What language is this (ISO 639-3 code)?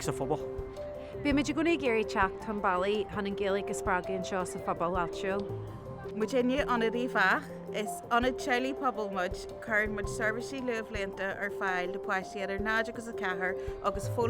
gle